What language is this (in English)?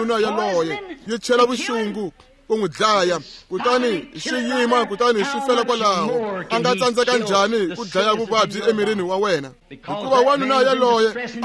Tsonga